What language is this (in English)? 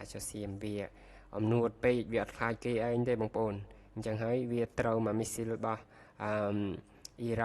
Khmer